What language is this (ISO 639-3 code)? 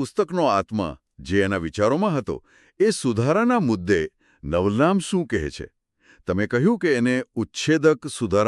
guj